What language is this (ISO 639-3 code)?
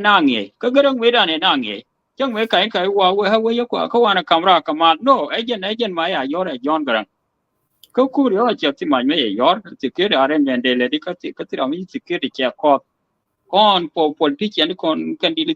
nus